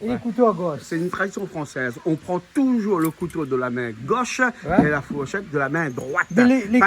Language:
Réunion Creole French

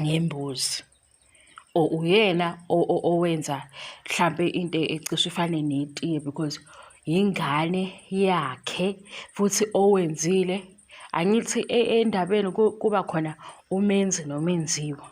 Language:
Zulu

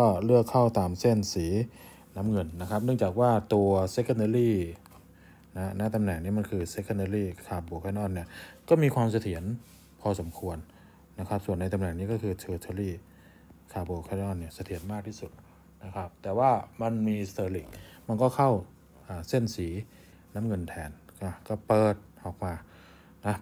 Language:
Thai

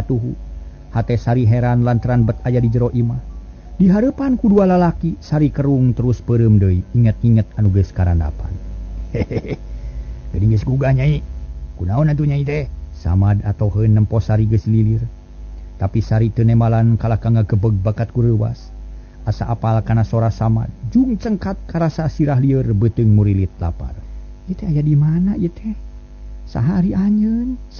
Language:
Sundanese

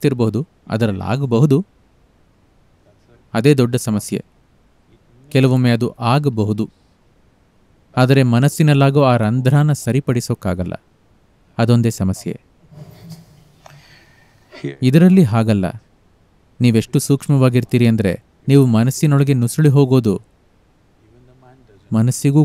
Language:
Kannada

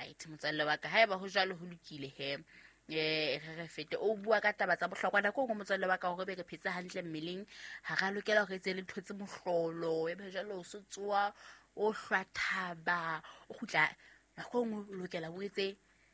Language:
Southern Sotho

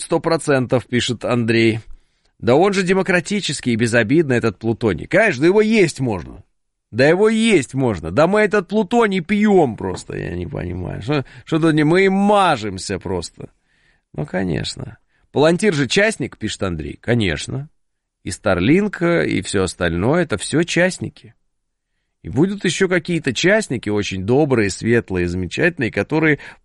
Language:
Russian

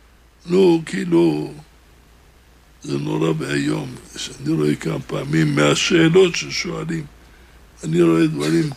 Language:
Hebrew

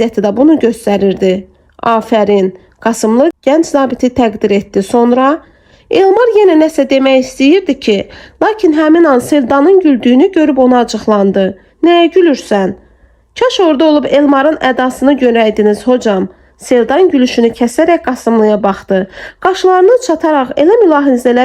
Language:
Azerbaijani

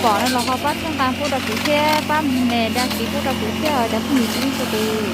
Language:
Hmong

